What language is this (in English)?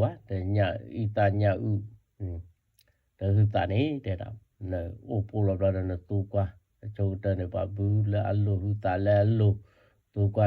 S'gaw Karen